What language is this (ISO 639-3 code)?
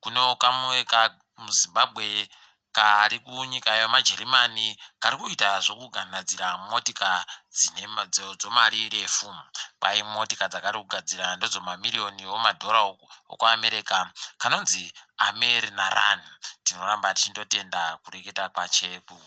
ndc